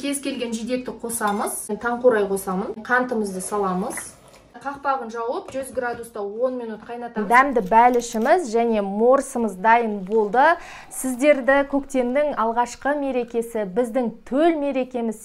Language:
Kazakh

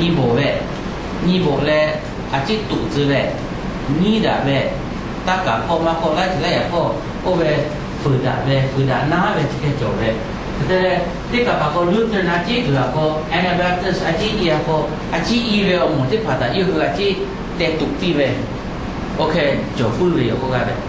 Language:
Lahu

